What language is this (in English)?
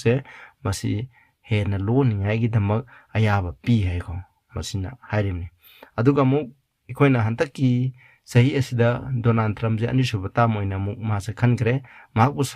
Manipuri